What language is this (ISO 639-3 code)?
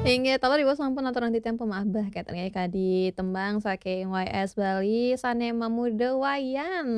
ban